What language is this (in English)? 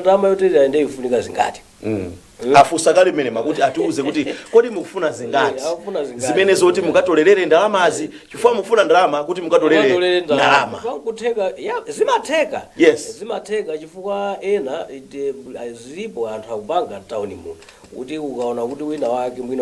Nyanja